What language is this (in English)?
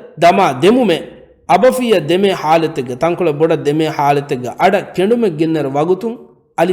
Divehi